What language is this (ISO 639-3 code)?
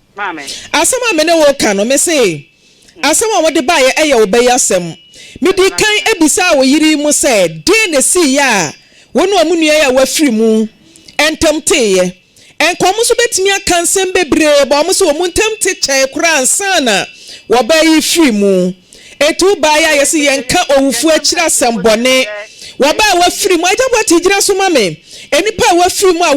aka